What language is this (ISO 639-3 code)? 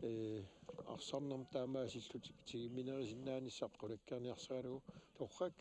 kal